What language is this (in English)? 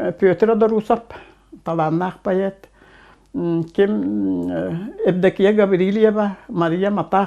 Yakut